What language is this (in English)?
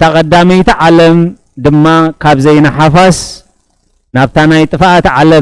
Tigrinya